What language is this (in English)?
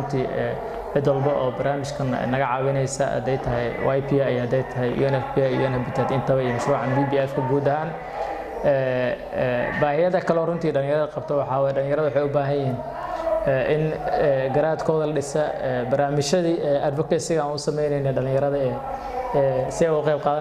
Somali